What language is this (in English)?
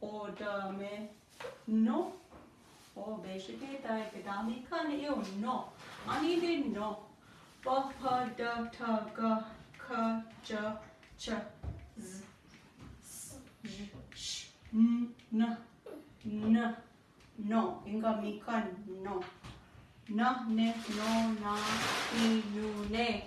Chippewa